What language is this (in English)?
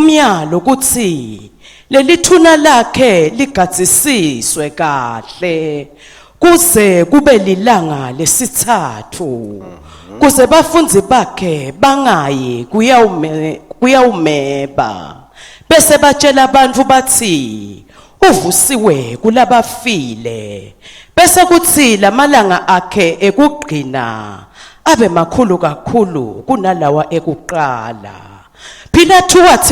Swati